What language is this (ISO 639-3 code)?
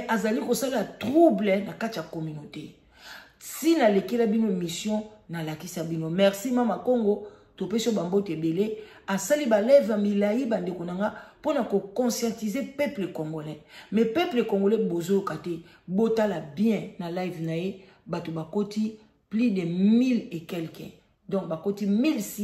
lin